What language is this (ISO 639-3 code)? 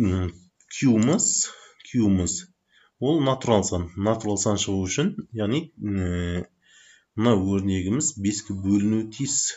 kaz